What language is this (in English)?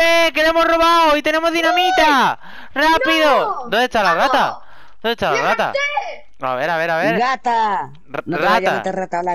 Spanish